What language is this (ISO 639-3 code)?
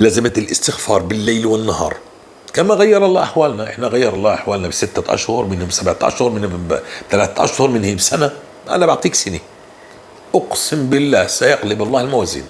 apc